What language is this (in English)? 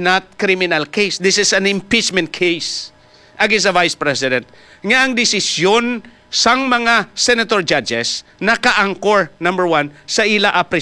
Hiligaynon